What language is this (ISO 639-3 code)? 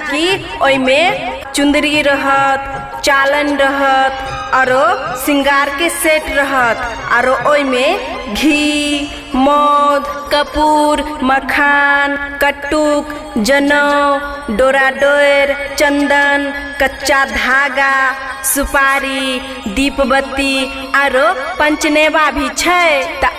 mai